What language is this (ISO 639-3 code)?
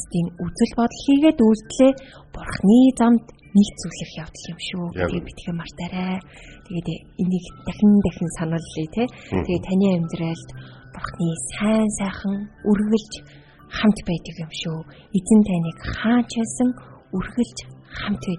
mon